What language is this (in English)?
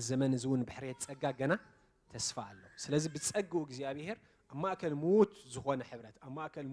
Tigrinya